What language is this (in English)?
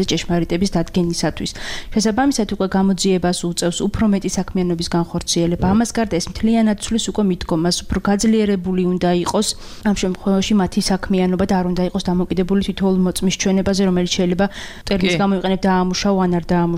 Georgian